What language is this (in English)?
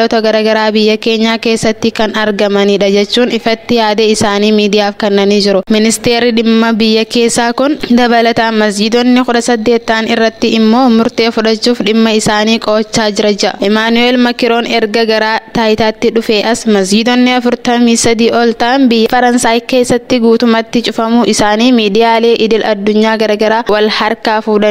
Oromo